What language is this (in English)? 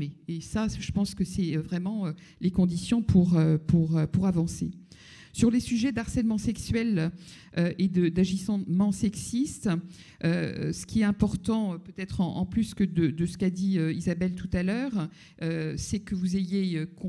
French